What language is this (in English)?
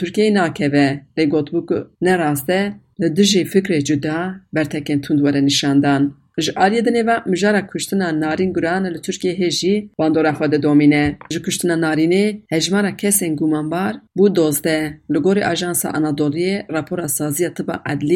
Kurdish